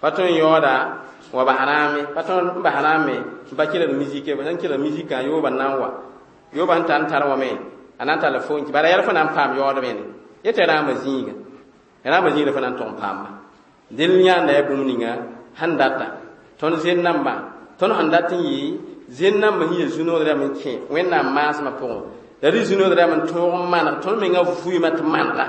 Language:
Mossi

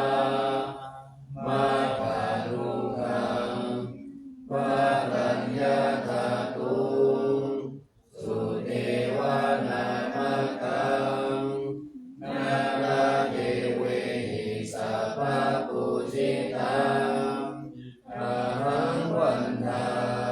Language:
Pali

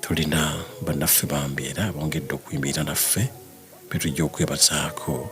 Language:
Ganda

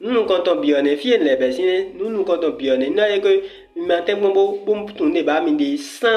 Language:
Fon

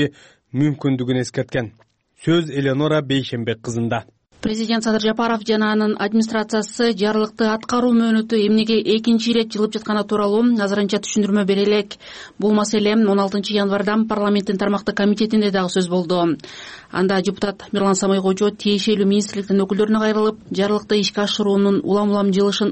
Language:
Kyrgyz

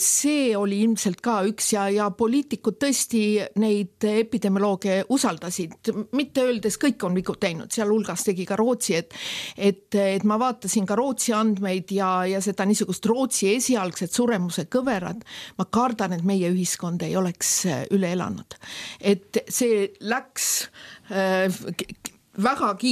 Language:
Estonian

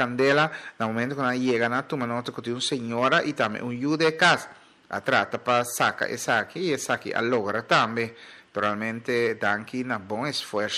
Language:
Papiamento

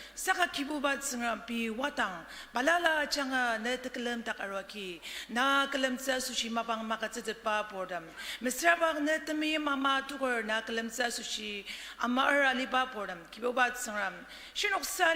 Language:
Ao Naga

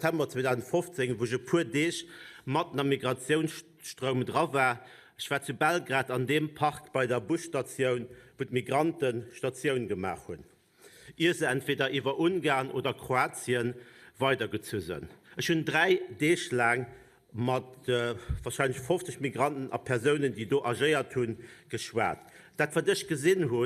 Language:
Luxembourgish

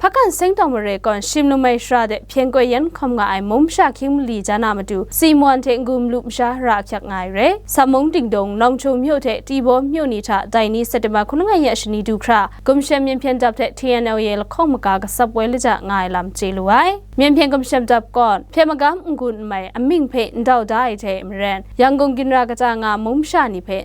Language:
Kachin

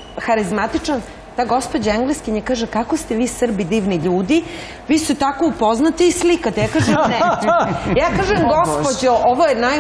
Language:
Serbian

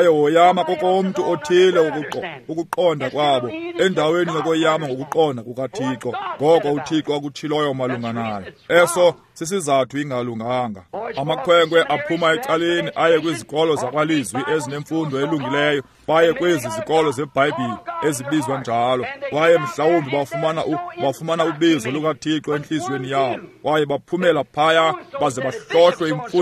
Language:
Xhosa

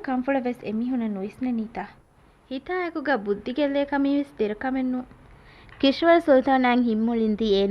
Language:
Divehi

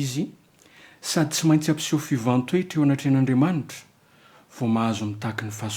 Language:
Malagasy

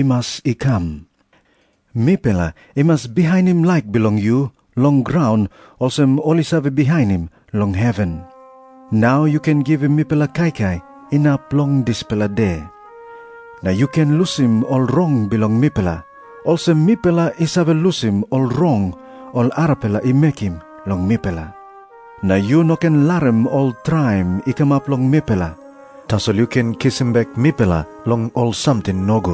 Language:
Tok Pisin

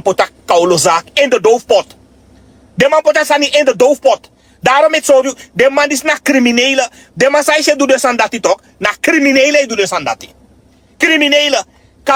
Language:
Sranan Tongo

